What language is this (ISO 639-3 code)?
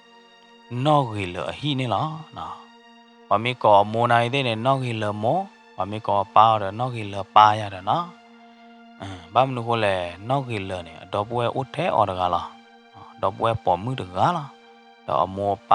ksw